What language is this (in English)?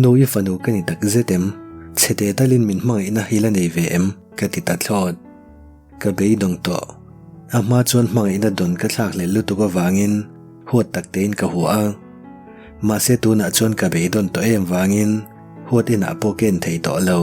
Mizo